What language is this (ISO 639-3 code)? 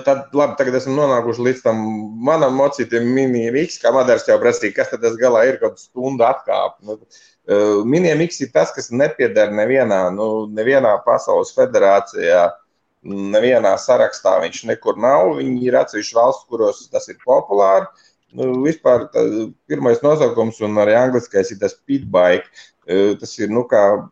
lav